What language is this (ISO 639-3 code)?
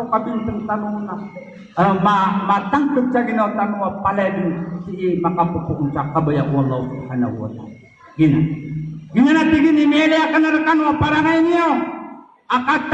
mrw